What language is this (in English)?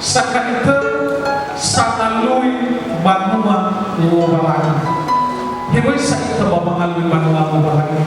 Nias